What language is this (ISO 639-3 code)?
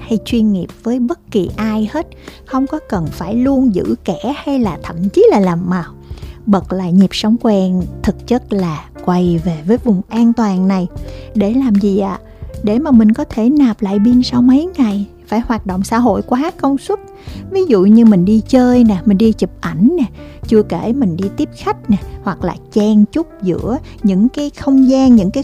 vie